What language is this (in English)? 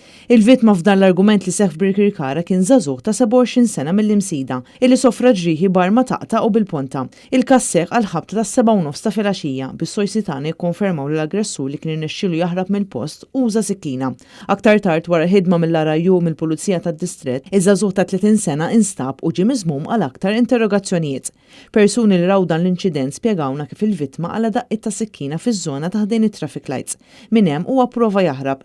Maltese